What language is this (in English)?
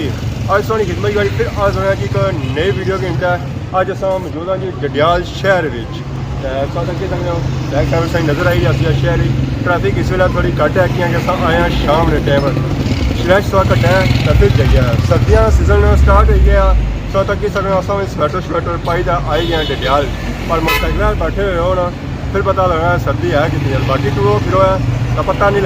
Pahari-Potwari